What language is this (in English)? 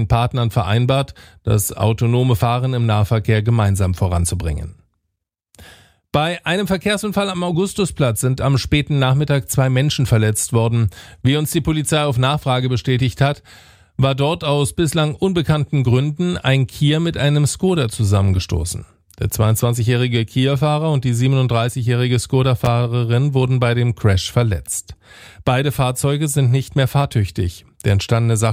German